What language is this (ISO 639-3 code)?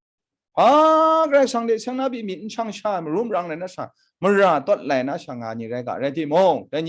kac